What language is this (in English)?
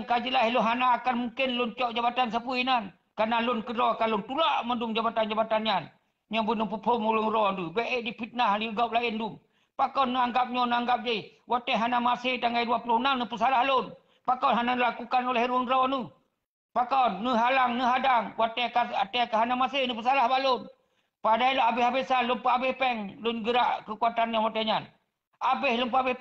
Achinese